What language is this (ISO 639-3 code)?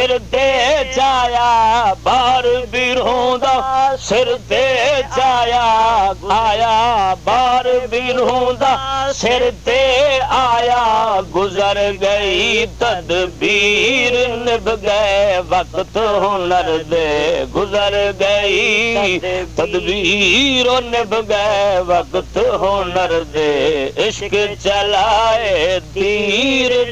skr